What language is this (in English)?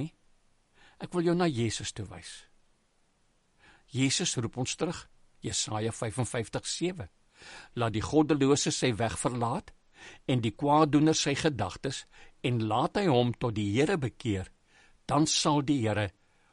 Afrikaans